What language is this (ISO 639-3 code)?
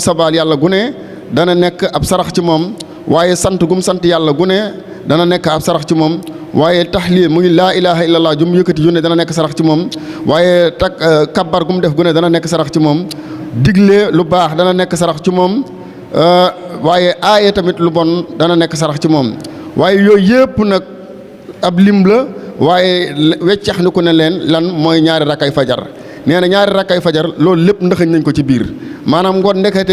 wol